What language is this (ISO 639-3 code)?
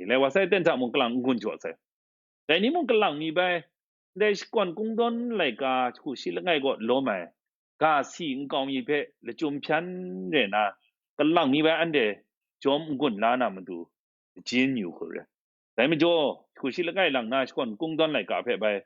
kac